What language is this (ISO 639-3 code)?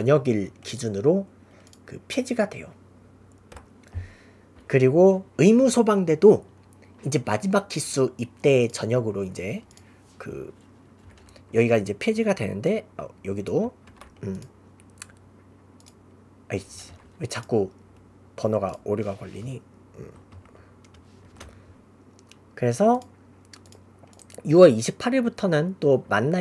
kor